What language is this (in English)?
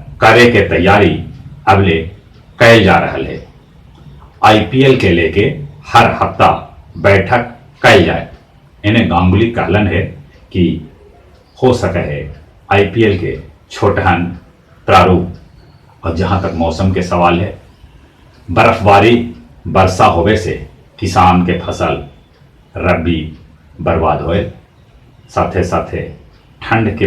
Magahi